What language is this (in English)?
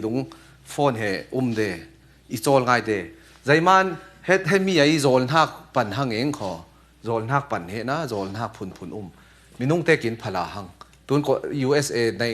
Falam Chin